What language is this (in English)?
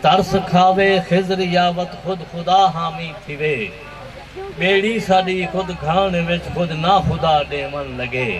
Saraiki